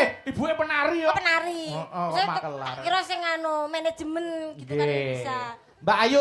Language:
Javanese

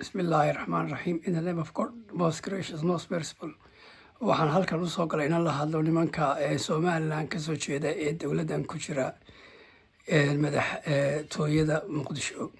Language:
Somali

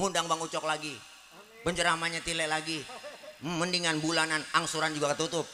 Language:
Betawi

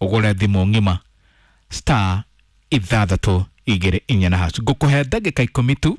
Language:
Kikuyu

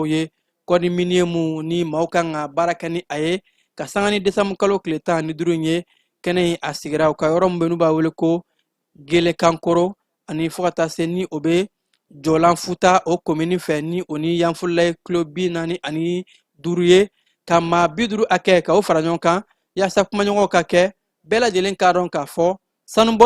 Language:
Bambara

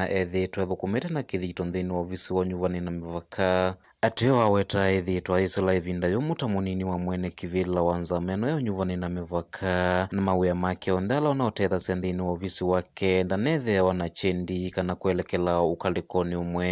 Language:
Kamba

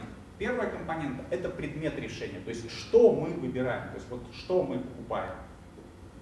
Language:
Russian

